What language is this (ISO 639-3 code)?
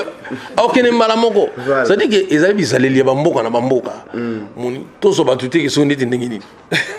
lin